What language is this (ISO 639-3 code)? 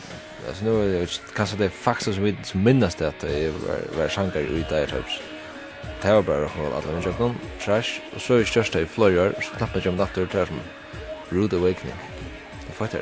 fao